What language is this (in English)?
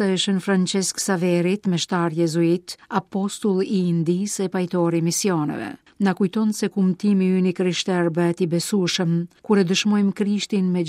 Albanian